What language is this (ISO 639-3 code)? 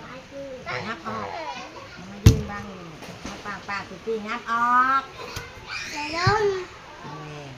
tts